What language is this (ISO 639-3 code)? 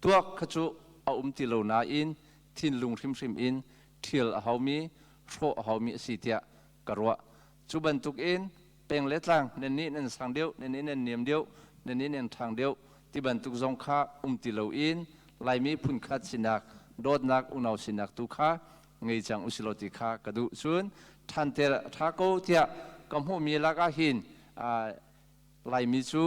cnh